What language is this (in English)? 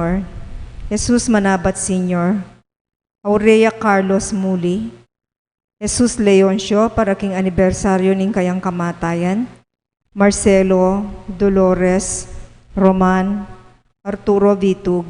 Pampanga